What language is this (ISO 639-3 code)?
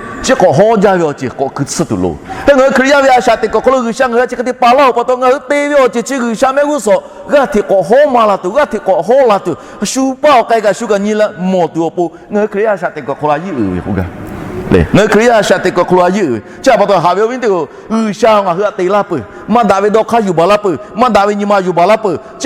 lhu